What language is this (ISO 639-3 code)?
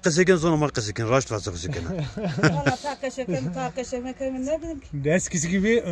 zza